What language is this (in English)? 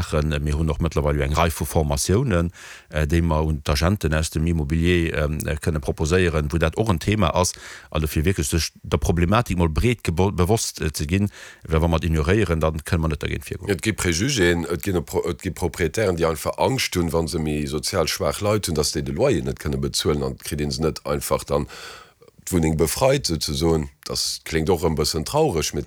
Luxembourgish